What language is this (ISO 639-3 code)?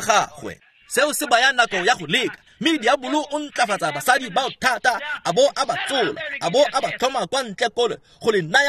tsn